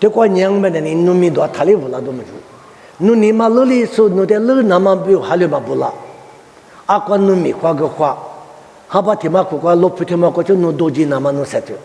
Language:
Lisu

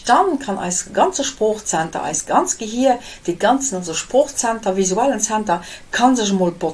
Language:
Luxembourgish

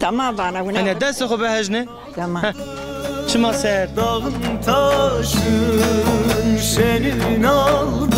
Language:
Zaza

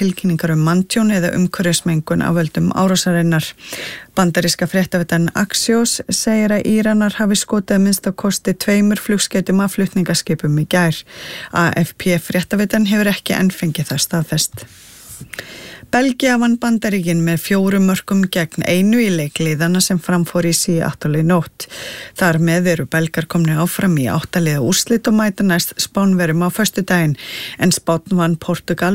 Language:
Icelandic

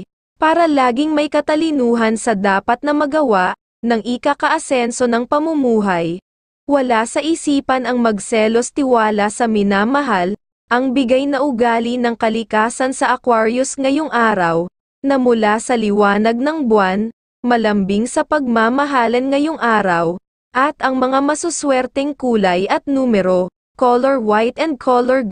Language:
Filipino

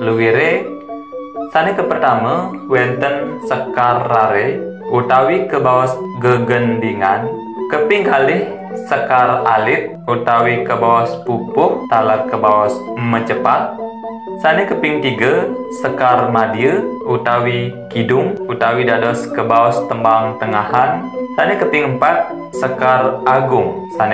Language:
Balinese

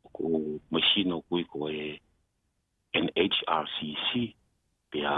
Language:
Tongan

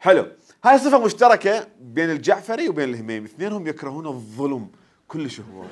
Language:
Mesopotamian Arabic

